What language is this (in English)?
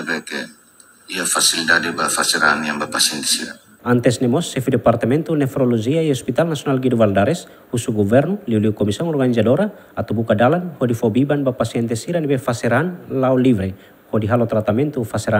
Tetum